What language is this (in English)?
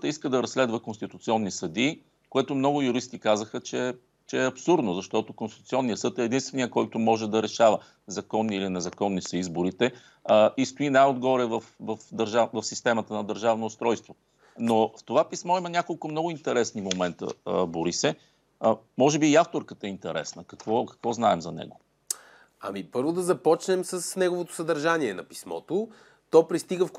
Bulgarian